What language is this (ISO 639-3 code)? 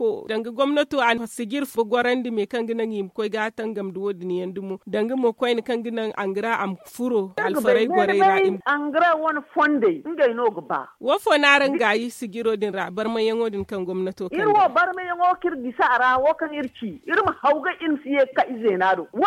dje